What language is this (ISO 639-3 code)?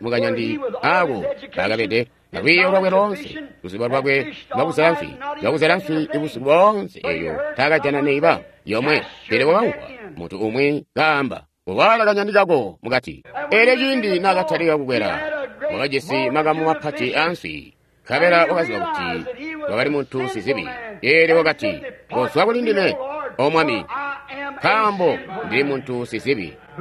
toi